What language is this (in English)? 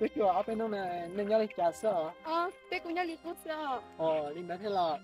Hmong